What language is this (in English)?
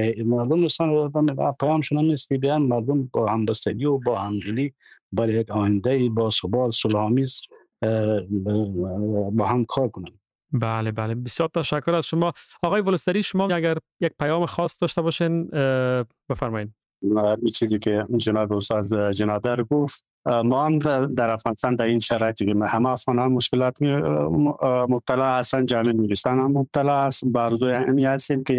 Persian